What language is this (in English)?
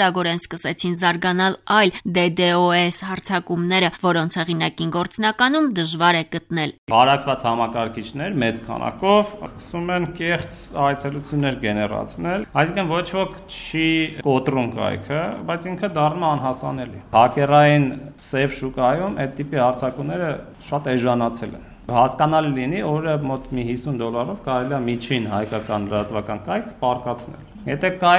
Armenian